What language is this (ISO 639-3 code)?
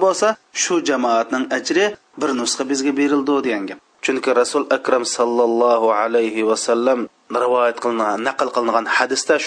uig